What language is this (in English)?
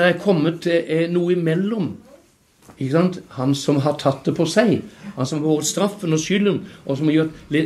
Norwegian